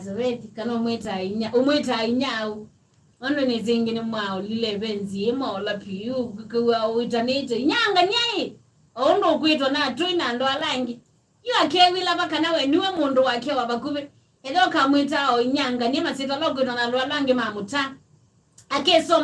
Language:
Kamba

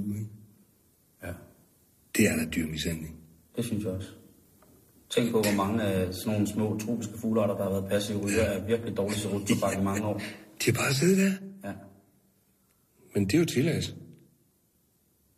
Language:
Danish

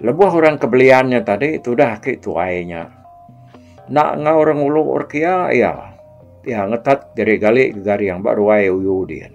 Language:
Iban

